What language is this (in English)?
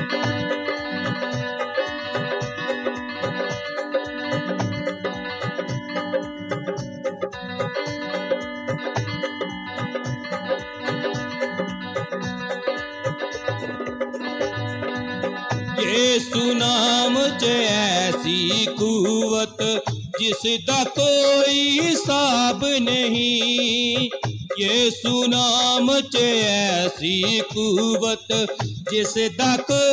Punjabi